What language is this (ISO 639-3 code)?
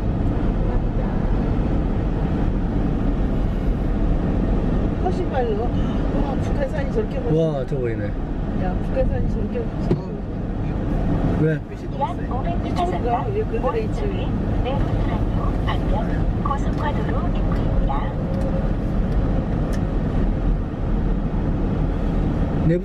kor